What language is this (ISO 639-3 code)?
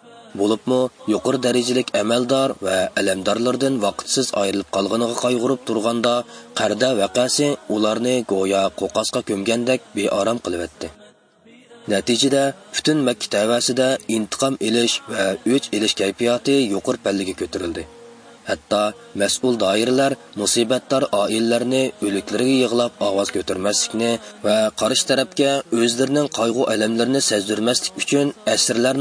uig